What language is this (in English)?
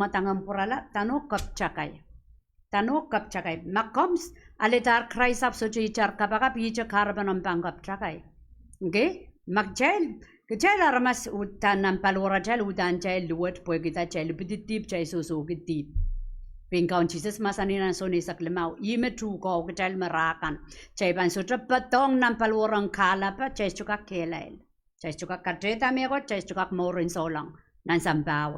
Pohnpeian